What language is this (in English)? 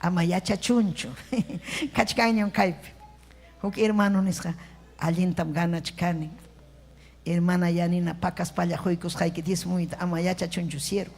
Ayacucho Quechua